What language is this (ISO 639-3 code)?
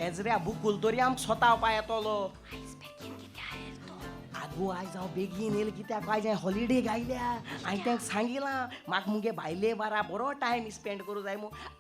kok